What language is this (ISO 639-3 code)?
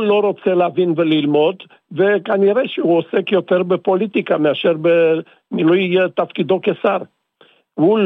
heb